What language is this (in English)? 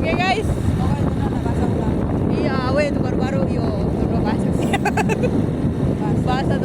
Manado Malay